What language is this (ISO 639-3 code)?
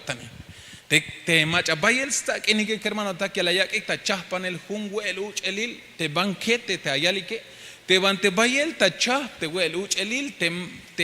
tzh